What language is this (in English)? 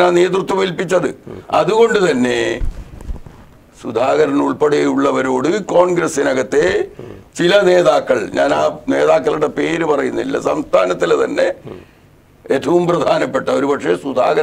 Malayalam